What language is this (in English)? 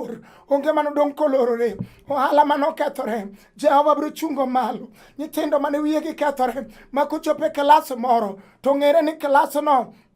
Luo (Kenya and Tanzania)